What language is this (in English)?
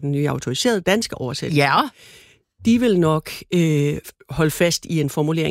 Danish